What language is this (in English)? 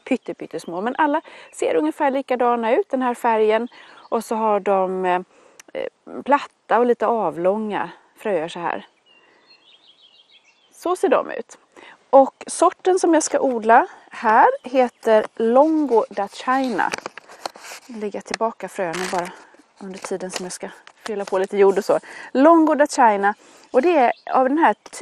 Swedish